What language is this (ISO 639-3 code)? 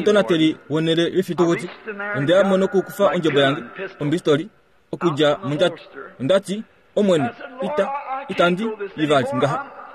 kua